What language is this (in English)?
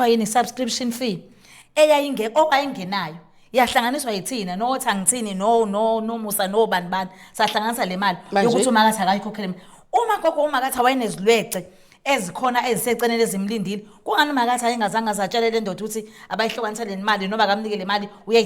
Zulu